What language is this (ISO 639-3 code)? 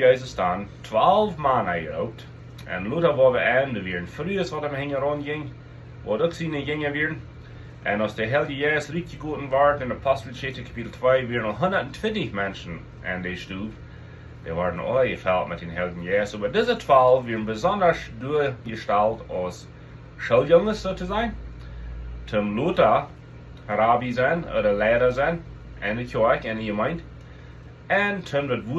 pdt